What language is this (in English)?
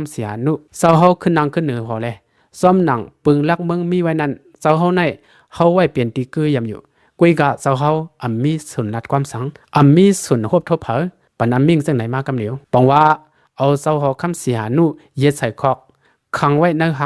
Shan